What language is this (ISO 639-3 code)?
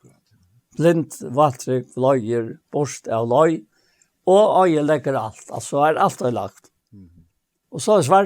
fao